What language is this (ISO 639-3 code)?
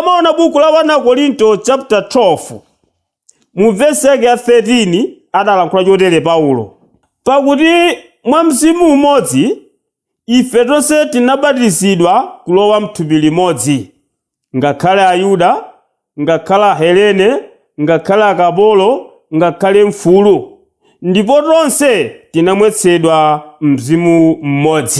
nya